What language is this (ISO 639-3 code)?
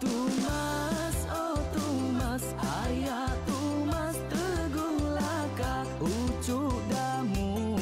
iba